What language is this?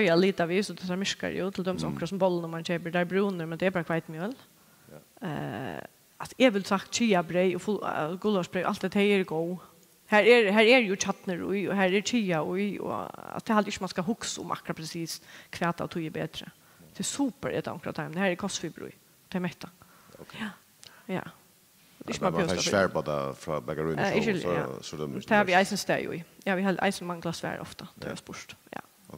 Faroese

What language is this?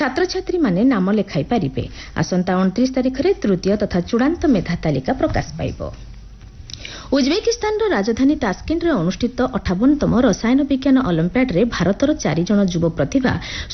Odia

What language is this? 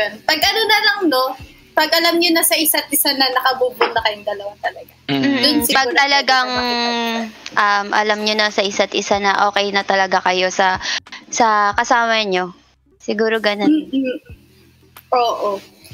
Filipino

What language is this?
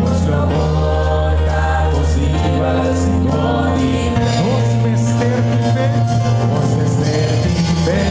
Papiamento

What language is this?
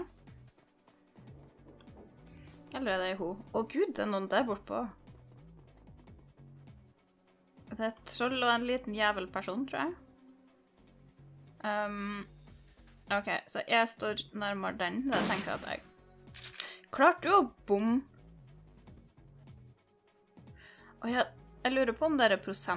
Norwegian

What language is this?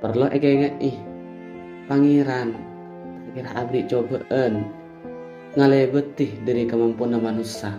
Madurese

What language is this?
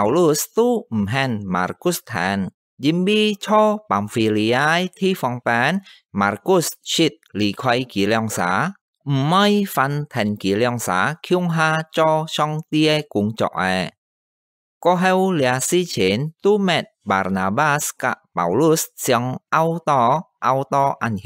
Hakka Chinese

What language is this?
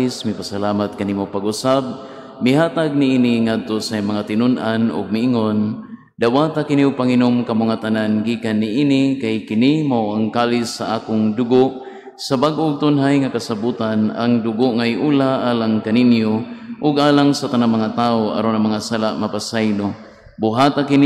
Cebuano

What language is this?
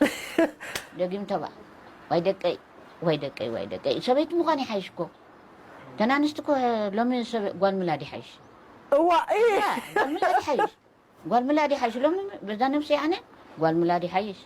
Tigrinya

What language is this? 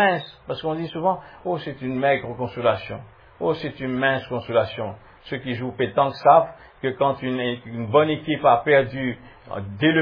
French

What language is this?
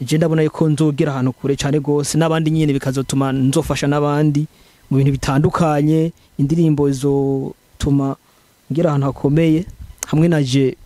Rundi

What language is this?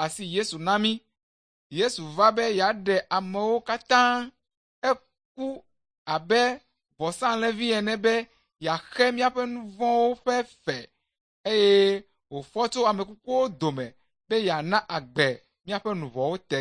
Ewe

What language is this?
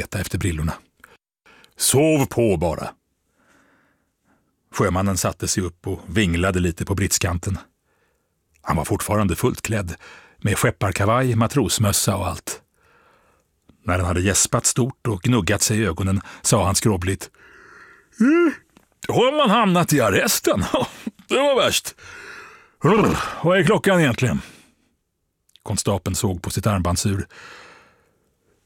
Swedish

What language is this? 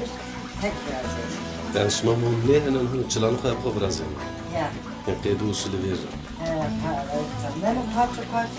Zaza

